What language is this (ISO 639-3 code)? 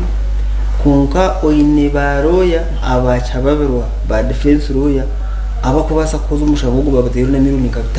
nyn